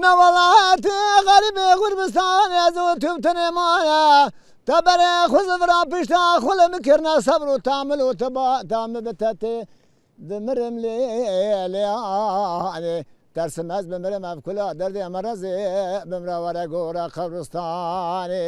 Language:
Zaza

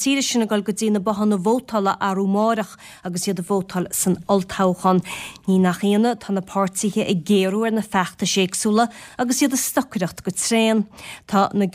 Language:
Irish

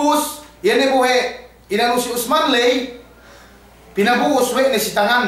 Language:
Yakan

